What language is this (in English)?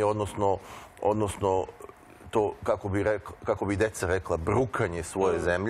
Serbian